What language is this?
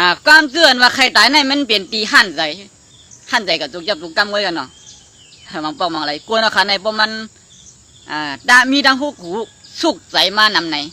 Shan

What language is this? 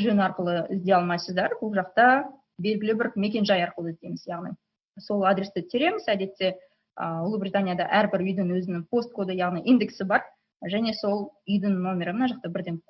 Kazakh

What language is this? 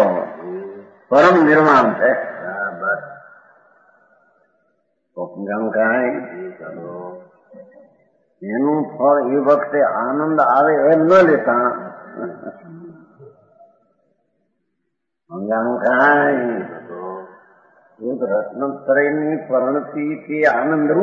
Gujarati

